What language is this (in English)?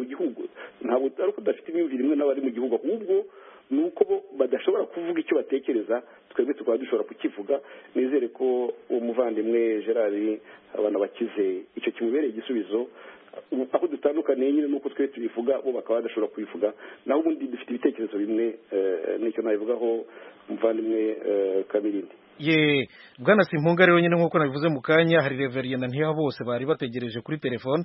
Kinyarwanda